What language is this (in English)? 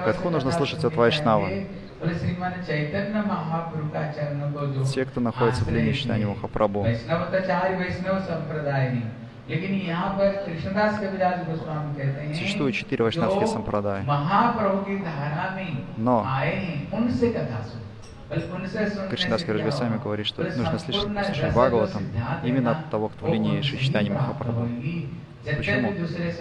Russian